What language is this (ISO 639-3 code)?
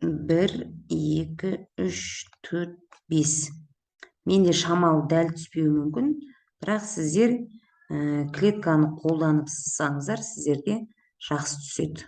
kaz